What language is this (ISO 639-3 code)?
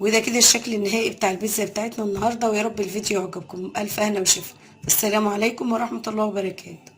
arz